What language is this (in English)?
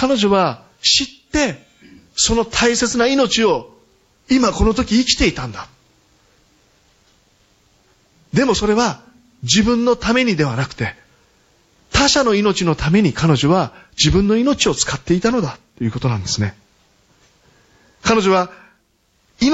Japanese